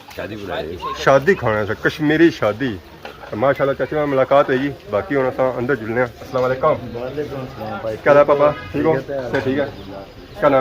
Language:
Pahari-Potwari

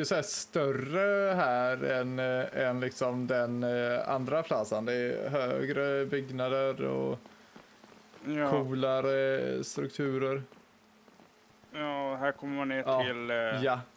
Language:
Swedish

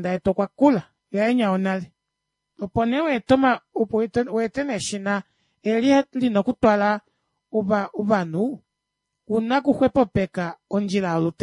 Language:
Kuanyama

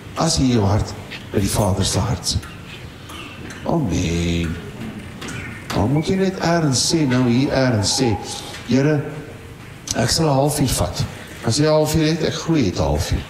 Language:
Afrikaans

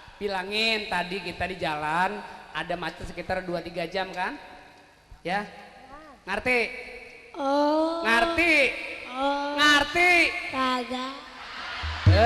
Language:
Betawi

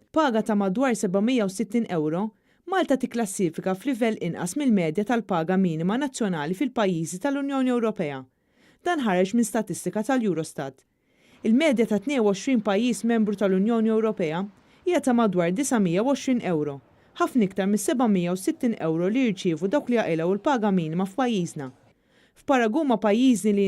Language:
Maltese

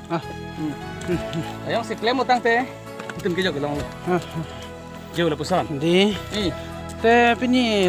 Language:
Karbi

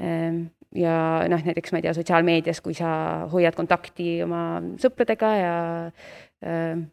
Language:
Estonian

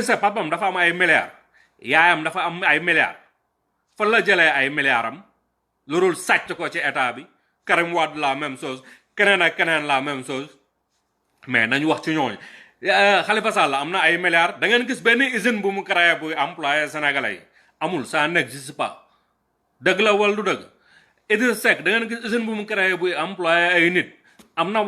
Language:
Wolof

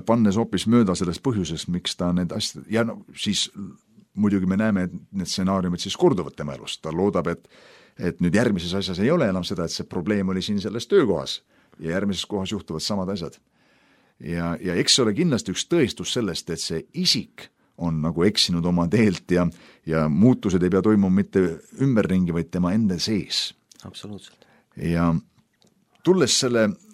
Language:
Estonian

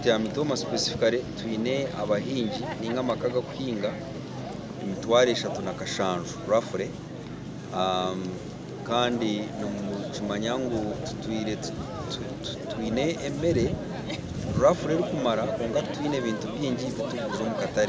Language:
Nyankole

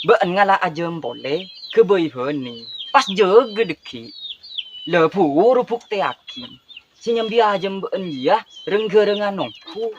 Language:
Madurese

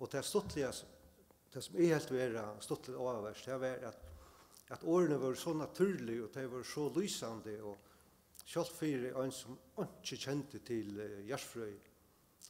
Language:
Faroese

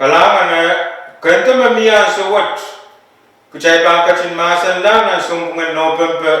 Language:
Pohnpeian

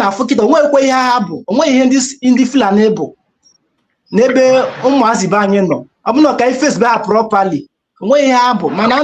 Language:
Igbo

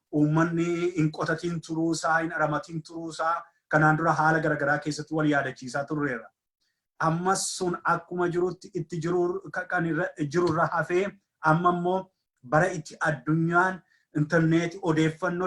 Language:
Oromo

